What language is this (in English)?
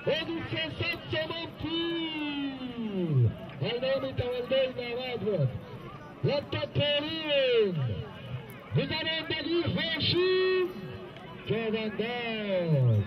Tajik